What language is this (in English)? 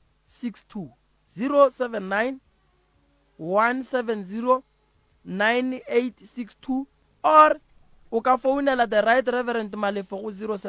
Northern Sotho